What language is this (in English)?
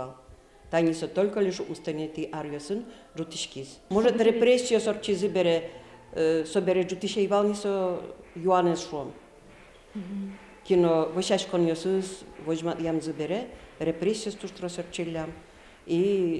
Udmurt